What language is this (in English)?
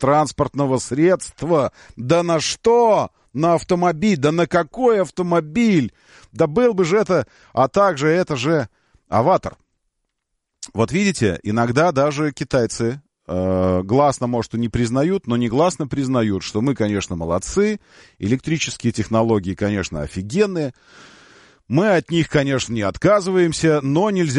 Russian